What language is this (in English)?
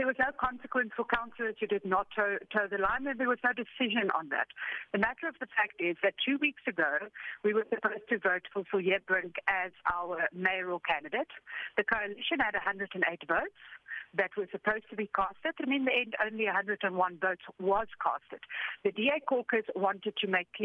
English